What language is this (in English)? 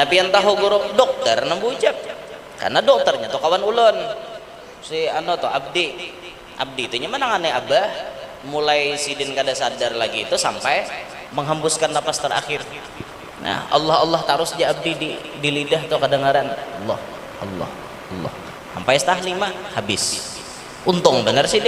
Banjar